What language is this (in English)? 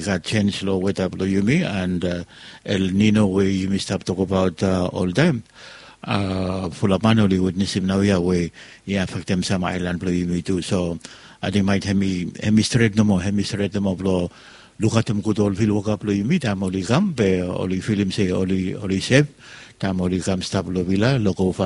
Bislama